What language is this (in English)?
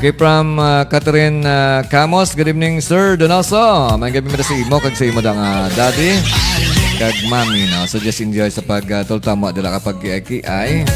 Hiligaynon